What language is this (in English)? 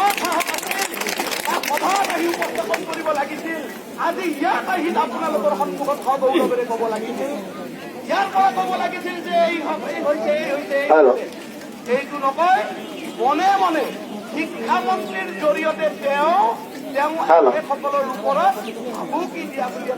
Assamese